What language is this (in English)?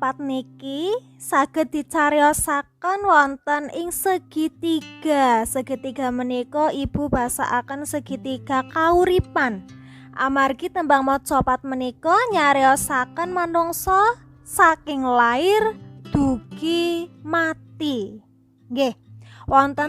Javanese